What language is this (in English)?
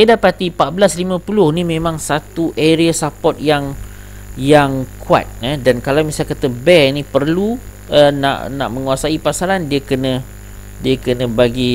Malay